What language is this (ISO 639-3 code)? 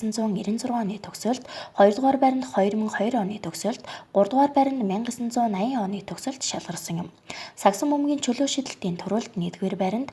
mon